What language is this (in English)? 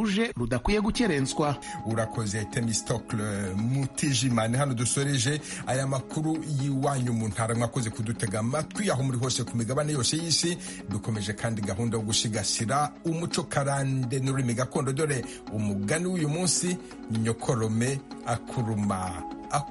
Kinyarwanda